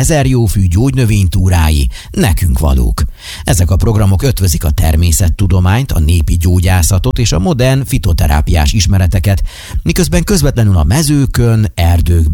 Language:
Hungarian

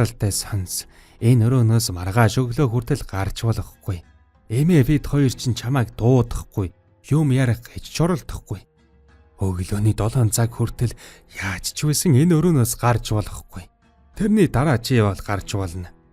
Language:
Mongolian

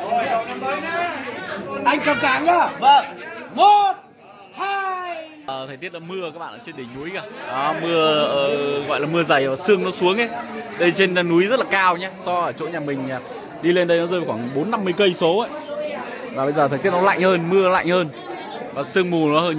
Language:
Vietnamese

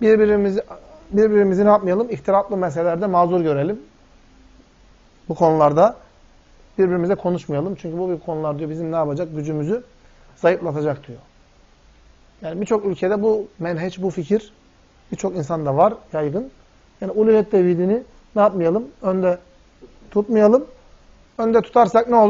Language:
Turkish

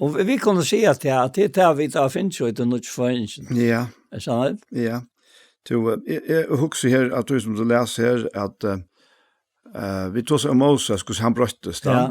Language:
Faroese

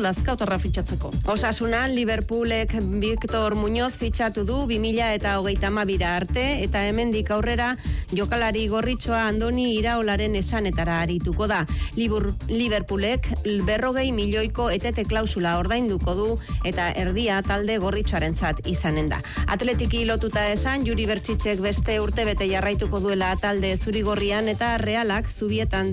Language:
Basque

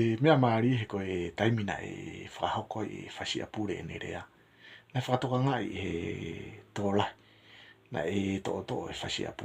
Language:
Tongan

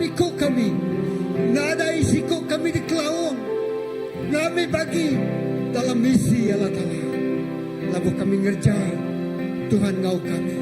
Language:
Iban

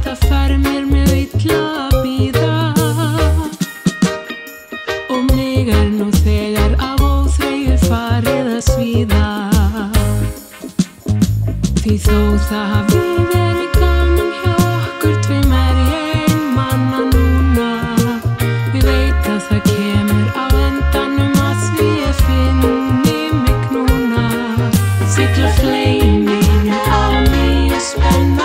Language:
Icelandic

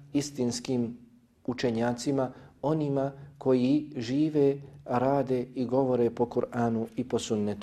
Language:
Bosnian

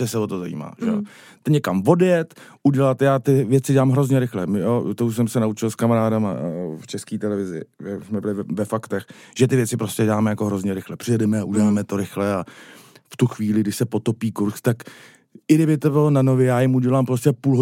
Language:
Czech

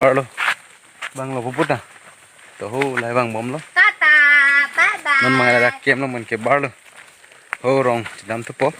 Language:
Karbi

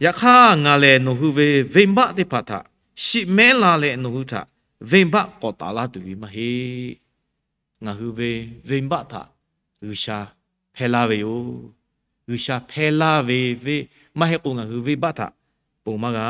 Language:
Lahu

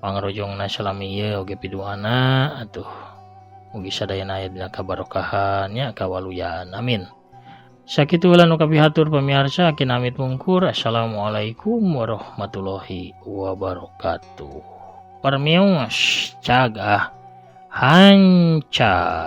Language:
Sundanese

